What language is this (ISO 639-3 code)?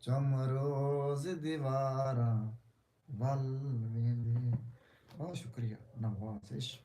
skr